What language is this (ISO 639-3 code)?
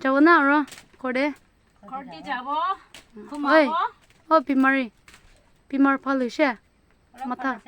nag